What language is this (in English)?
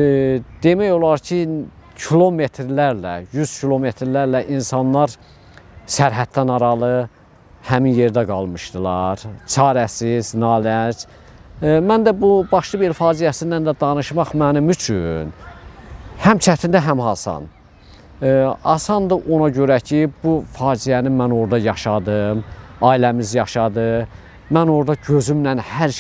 Azerbaijani